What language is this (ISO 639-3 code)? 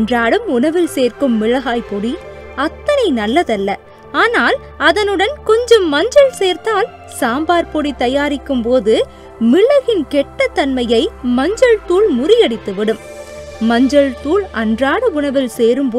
tam